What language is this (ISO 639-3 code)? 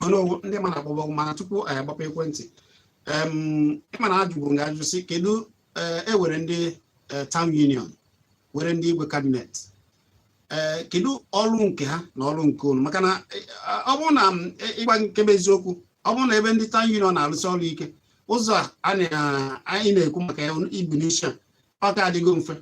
ibo